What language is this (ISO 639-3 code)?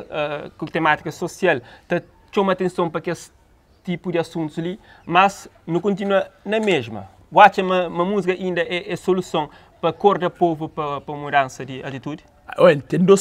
kea